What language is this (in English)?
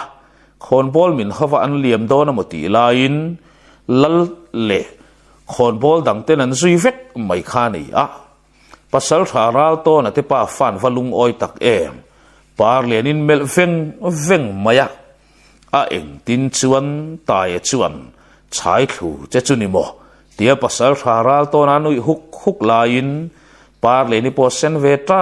Mizo